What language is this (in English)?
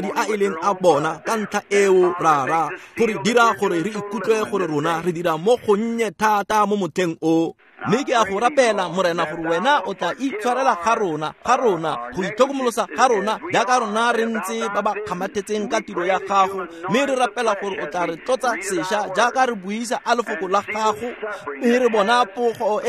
Tswana